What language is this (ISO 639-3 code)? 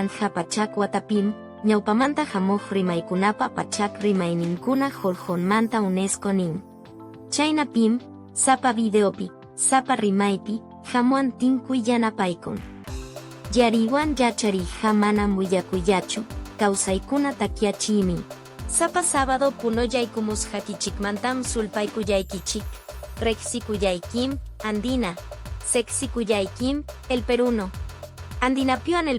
que